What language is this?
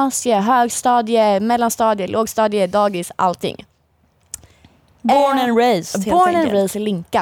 Swedish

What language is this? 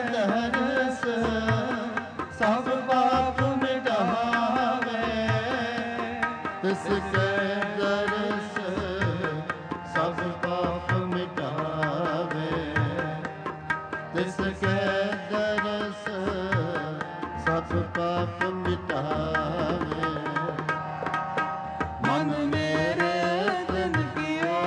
Punjabi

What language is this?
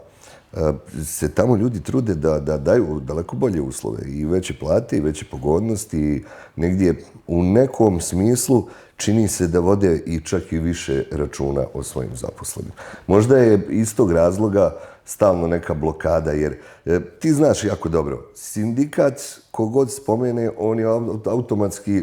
Bosnian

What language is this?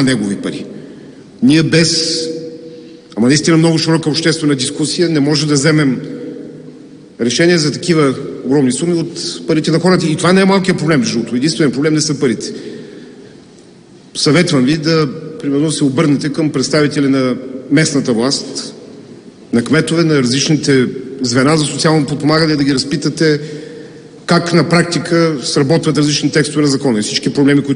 Bulgarian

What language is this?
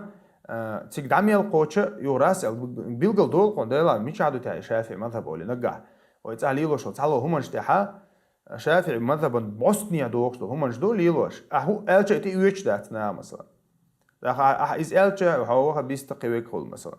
Chechen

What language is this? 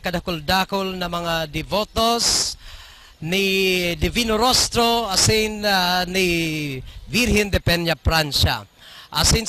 Bikol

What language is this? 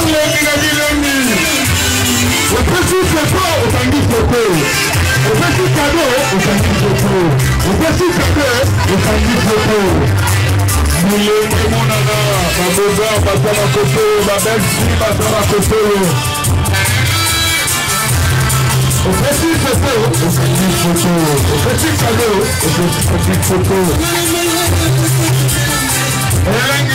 Lingala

